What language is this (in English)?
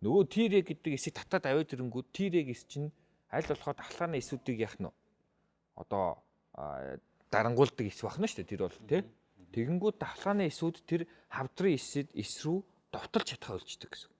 Mongolian